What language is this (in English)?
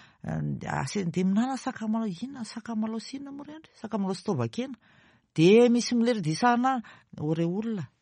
Malagasy